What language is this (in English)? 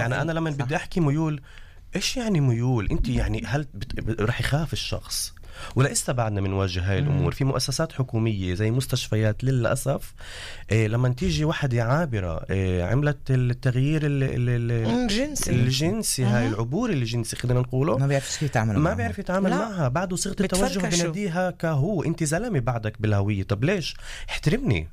North Levantine Arabic